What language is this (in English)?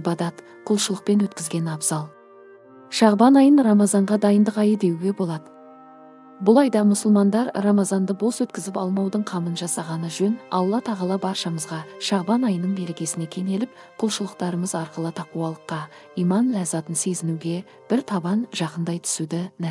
Kazakh